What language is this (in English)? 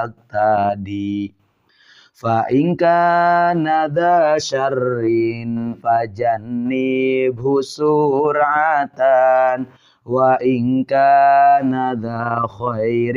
Sundanese